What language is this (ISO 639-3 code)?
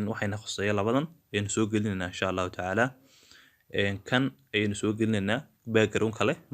som